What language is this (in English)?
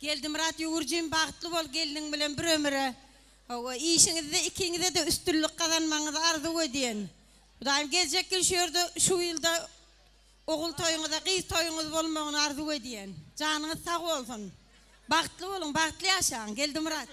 Turkmen